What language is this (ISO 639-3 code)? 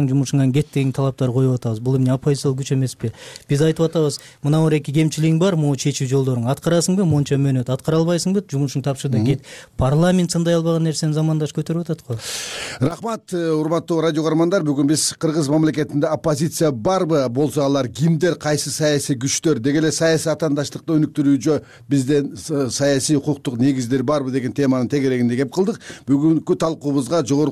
kir